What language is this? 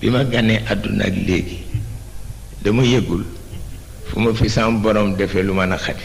Wolof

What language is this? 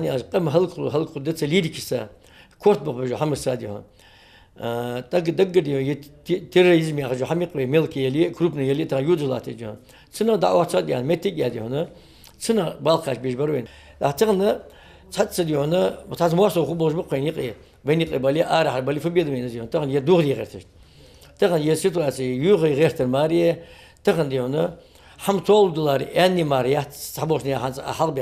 Ingush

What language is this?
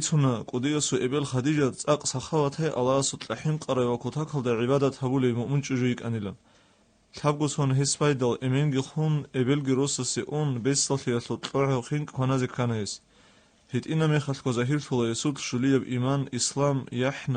Avaric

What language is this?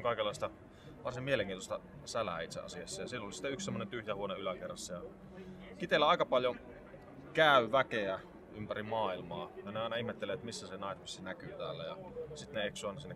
Finnish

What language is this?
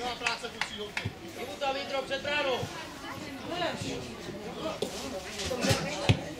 Czech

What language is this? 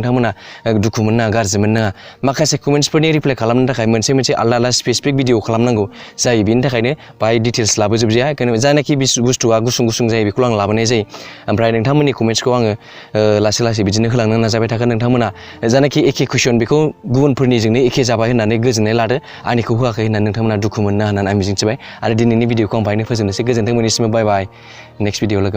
Bodo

